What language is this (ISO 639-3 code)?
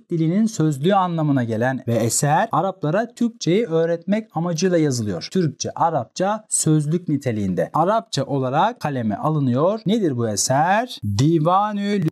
tur